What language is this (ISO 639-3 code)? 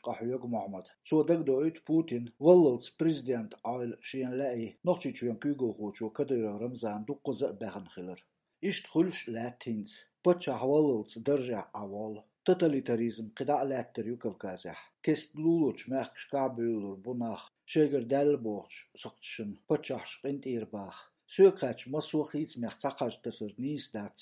che